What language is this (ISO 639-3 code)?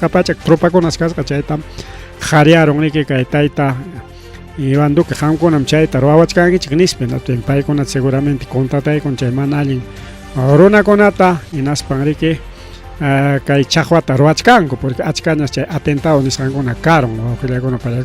quy